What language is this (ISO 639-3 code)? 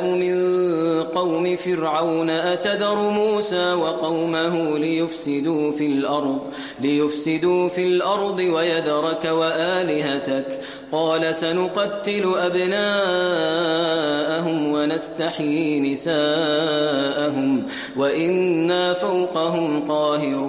ara